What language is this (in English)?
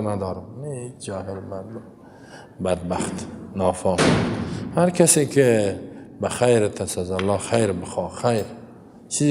Persian